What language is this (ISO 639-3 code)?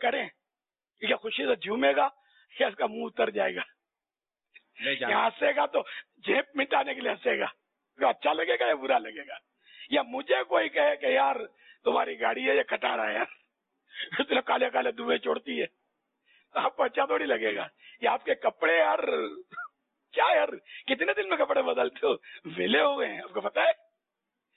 urd